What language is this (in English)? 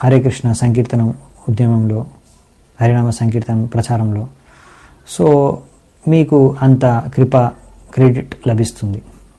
Telugu